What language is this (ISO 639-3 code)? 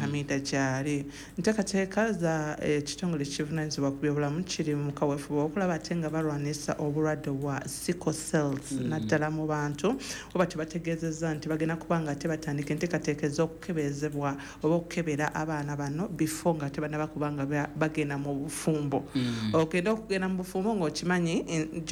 lug